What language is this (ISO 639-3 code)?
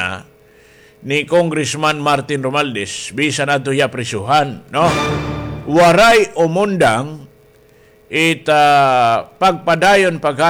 war